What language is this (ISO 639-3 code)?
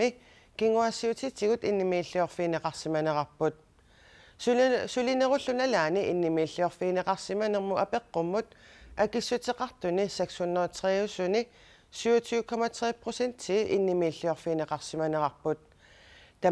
kal